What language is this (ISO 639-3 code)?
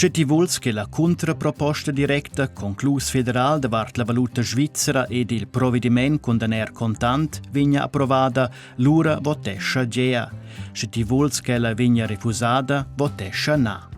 roh